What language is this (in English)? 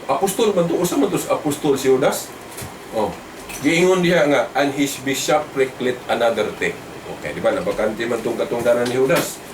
Cebuano